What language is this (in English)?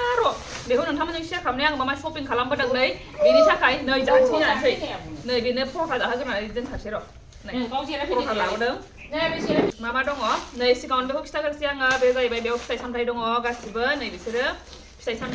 Bodo